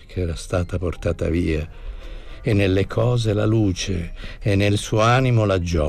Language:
Italian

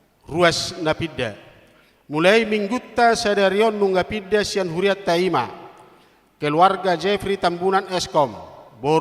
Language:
Batak Toba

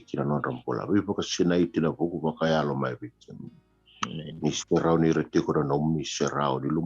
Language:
Fijian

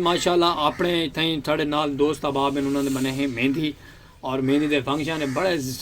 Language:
Saraiki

